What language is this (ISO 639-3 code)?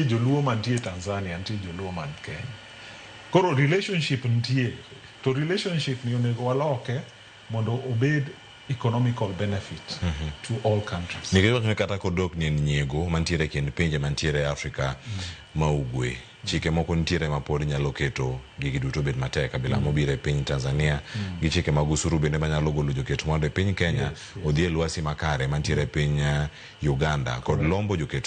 luo